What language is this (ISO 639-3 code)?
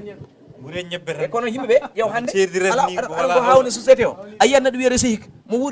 ful